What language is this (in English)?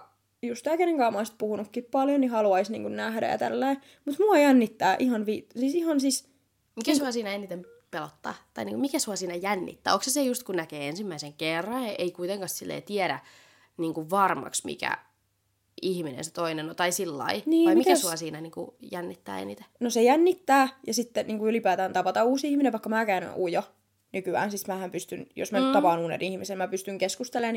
Finnish